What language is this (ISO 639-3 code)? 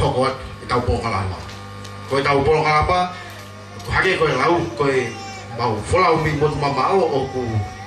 ton